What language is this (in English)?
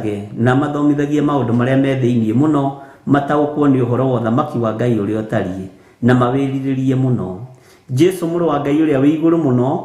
Kikuyu